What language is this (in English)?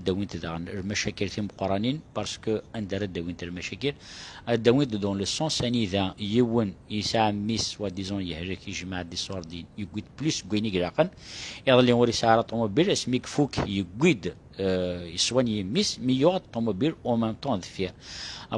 Kabyle